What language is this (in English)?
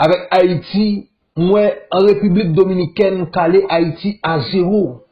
Haitian Creole